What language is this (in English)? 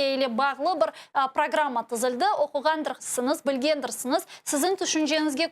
Crimean Tatar